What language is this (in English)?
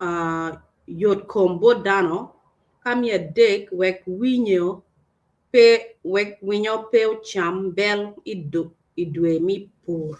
Acoli